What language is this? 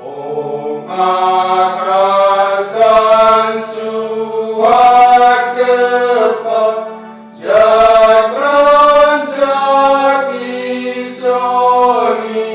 Garo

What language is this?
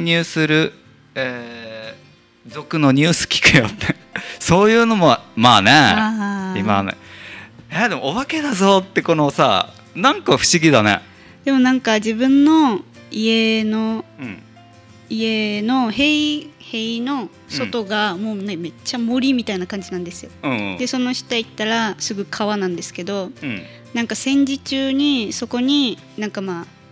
Japanese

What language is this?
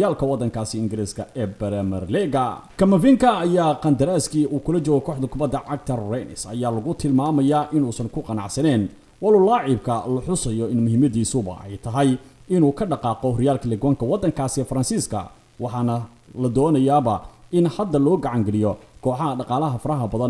Somali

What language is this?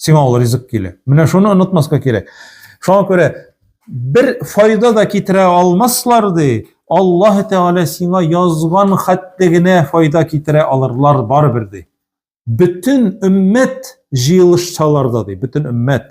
Tatar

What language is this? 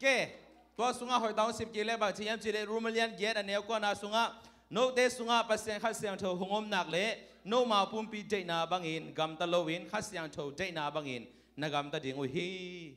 Tedim Chin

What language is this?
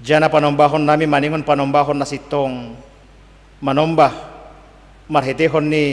Batak Simalungun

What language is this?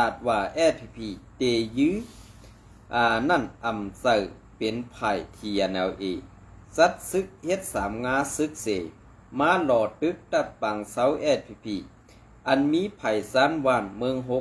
Shan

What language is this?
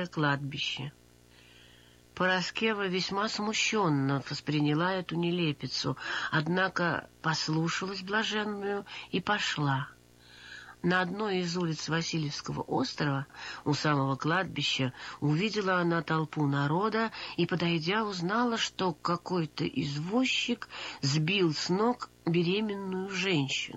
Russian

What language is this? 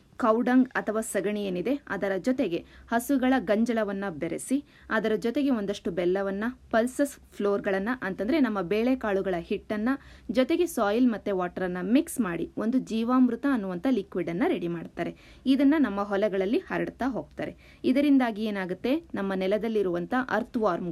Kannada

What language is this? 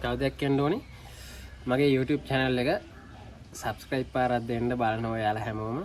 Sinhala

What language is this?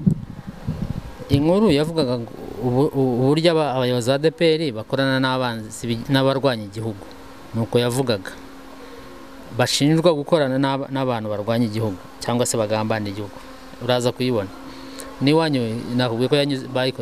Kinyarwanda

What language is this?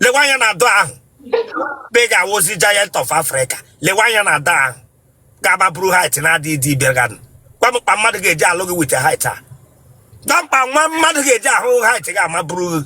Igbo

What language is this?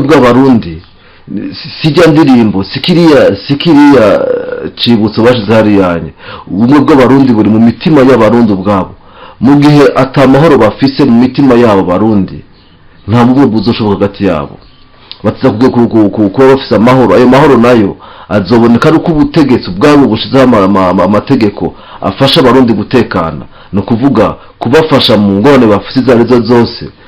Rundi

